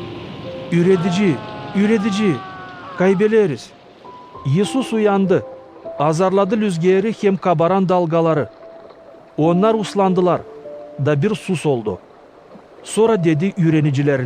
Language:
Gagauz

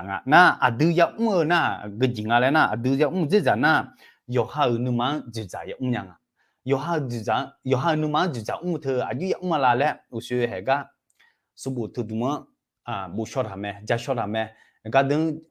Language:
Akha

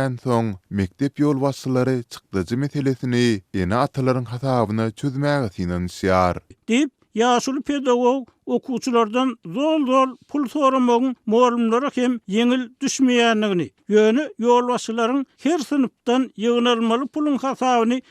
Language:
Turkmen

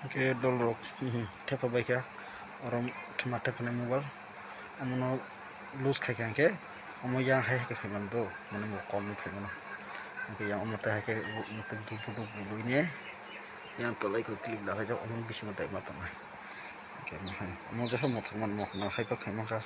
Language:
Kok Borok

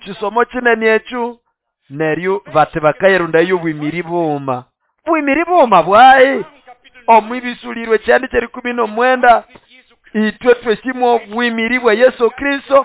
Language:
Nande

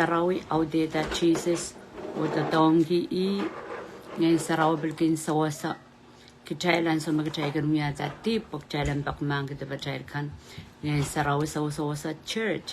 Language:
Pohnpeian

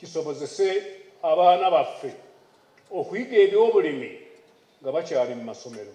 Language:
Ganda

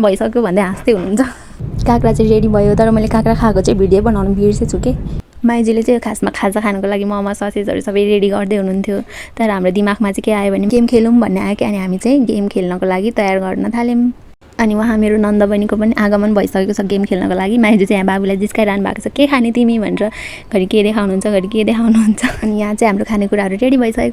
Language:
Nepali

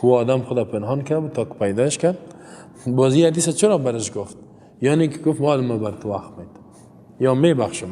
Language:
Persian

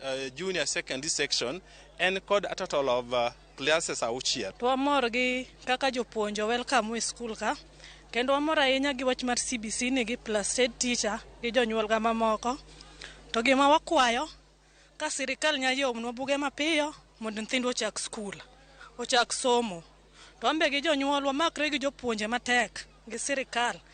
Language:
Luo (Kenya and Tanzania)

